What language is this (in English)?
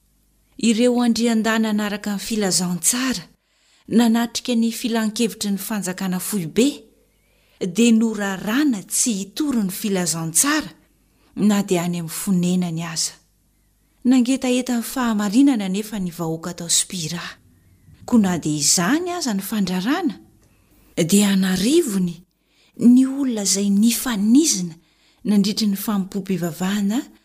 Malagasy